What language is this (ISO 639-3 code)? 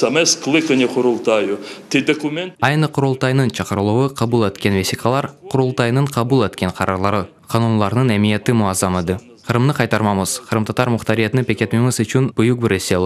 crh